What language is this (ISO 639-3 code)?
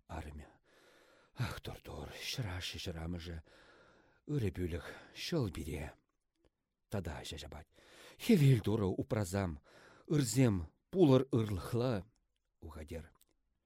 chv